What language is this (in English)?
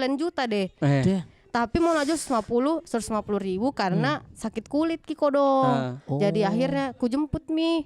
Makassar Malay